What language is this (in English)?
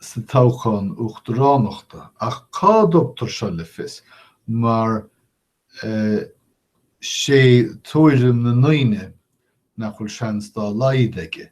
Irish